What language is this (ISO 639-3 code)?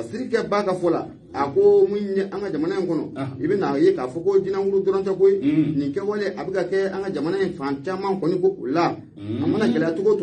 bam